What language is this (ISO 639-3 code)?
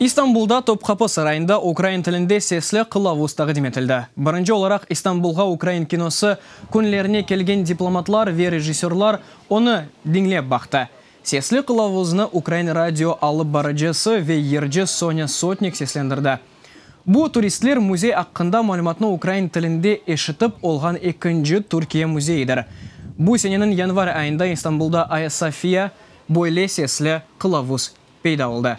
crh